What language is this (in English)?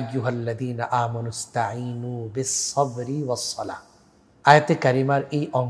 Bangla